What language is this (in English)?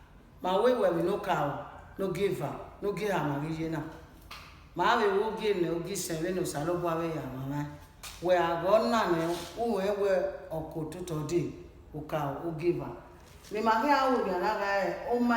Bini